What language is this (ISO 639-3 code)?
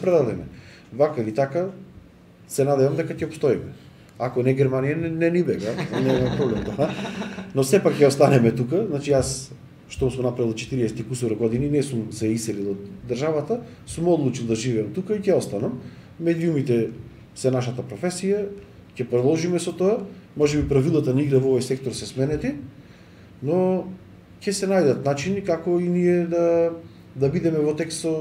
mkd